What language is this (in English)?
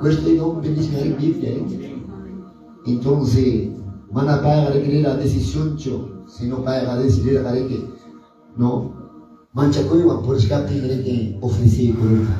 Quechua